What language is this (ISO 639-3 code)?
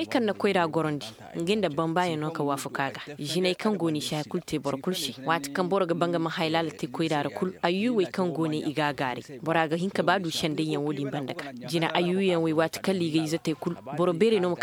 ses